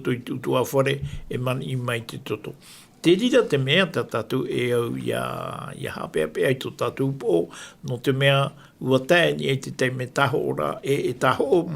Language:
Tahitian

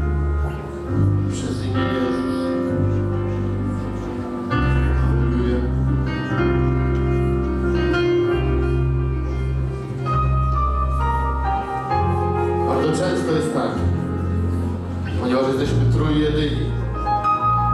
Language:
Polish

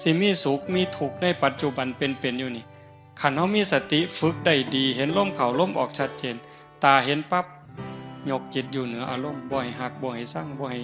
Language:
Northeastern Thai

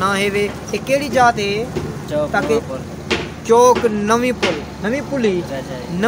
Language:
Saraiki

